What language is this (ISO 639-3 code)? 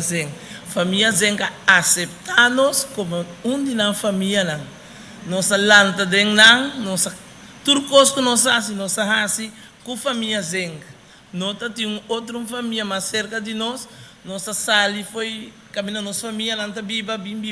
pap